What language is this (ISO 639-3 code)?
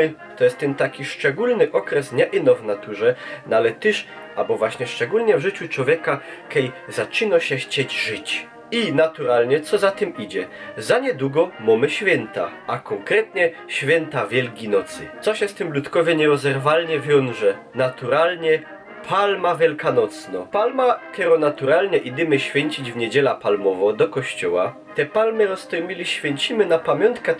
szl